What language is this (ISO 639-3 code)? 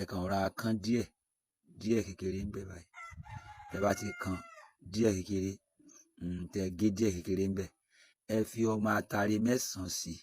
yor